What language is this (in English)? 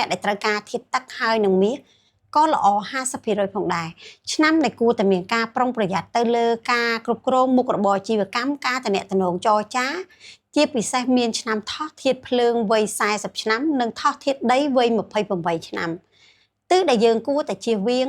Khmer